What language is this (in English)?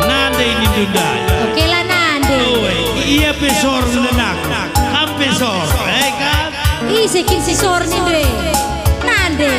Batak Karo